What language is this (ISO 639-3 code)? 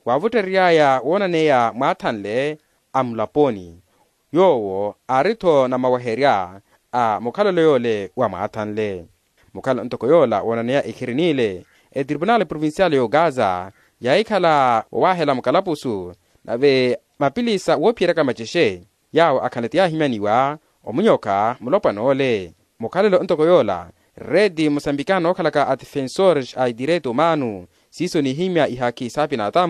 vmw